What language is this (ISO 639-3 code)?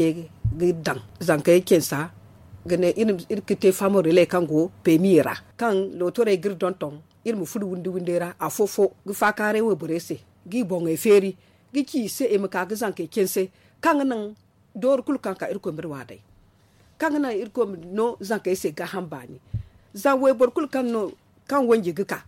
dje